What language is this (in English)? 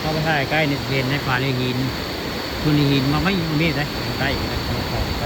Northeastern Thai